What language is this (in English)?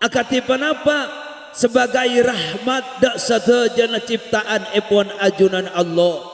Madurese